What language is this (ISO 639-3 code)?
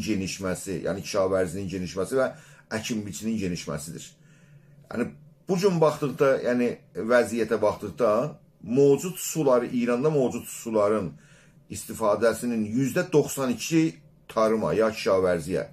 azb